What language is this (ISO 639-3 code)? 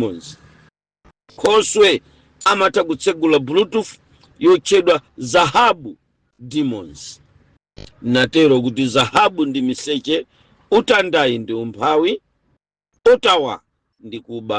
nya